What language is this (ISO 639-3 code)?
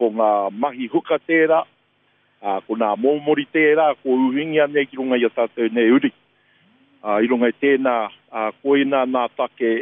mri